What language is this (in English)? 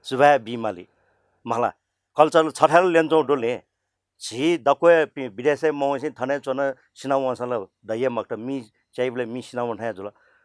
Newari